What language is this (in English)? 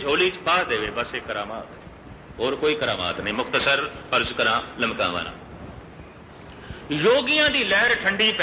Punjabi